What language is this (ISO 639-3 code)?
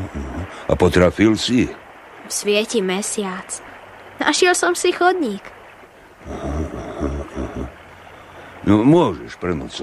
slk